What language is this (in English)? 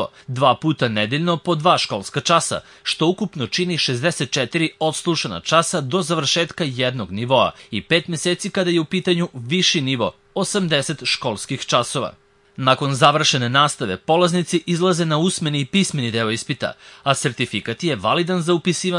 Serbian